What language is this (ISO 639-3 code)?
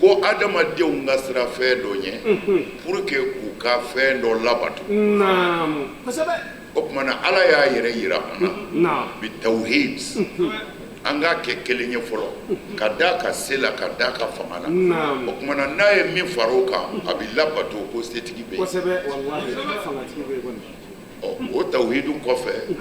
bam